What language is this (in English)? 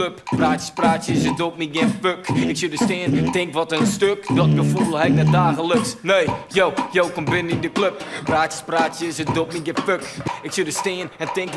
Western Frisian